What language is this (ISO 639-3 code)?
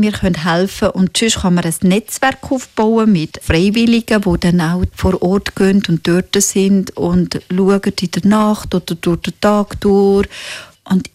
deu